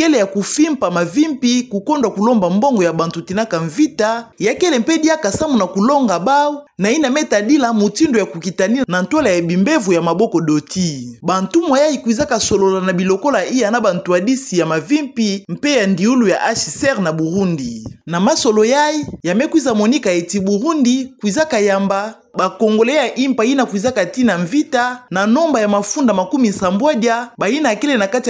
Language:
Kituba (Democratic Republic of Congo)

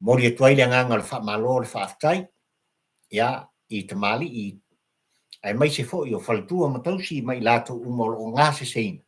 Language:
Samoan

